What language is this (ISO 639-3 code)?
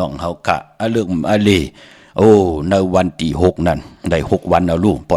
shn